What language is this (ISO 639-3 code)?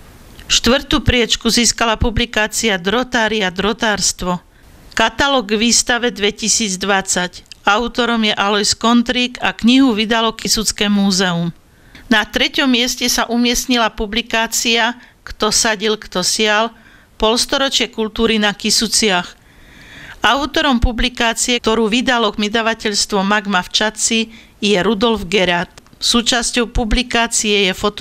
slk